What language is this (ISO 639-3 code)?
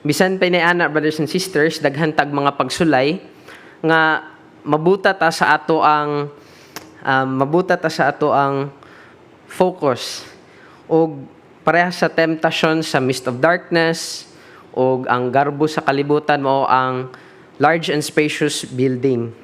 ceb